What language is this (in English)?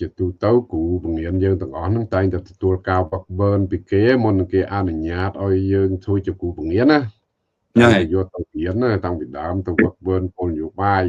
Khmer